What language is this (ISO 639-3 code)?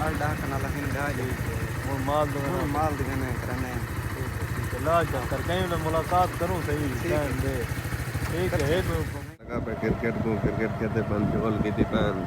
skr